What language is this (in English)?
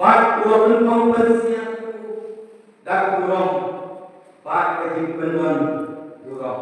Khasi